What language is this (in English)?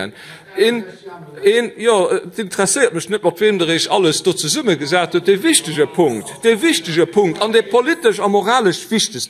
Luxembourgish